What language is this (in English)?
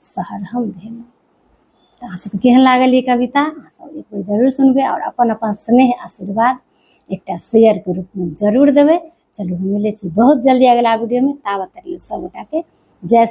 Maithili